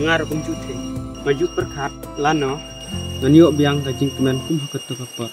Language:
Khasi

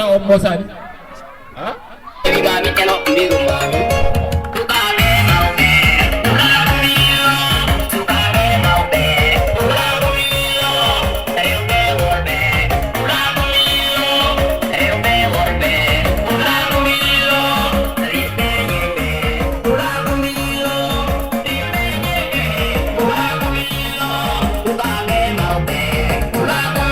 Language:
Fula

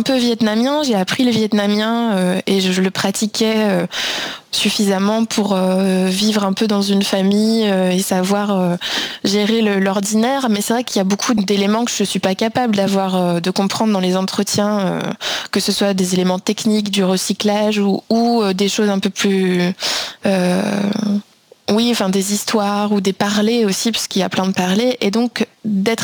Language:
French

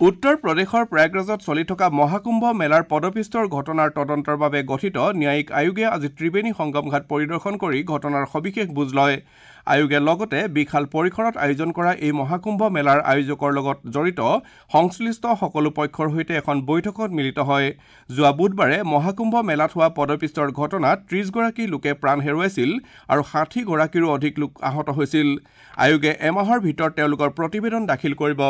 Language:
Assamese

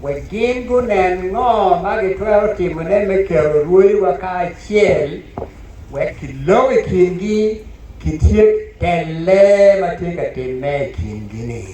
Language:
Acoli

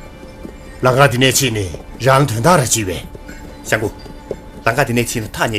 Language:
Tibetan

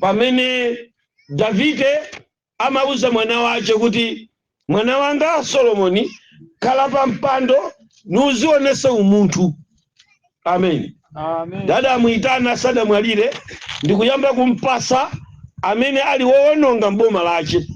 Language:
Nyanja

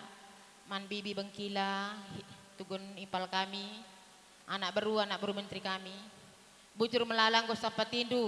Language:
Batak Karo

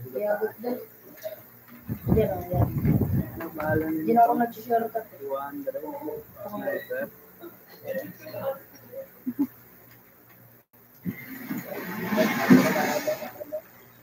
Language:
Filipino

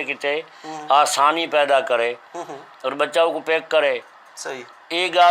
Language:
Saraiki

